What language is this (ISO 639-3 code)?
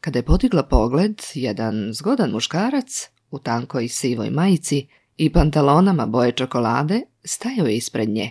srp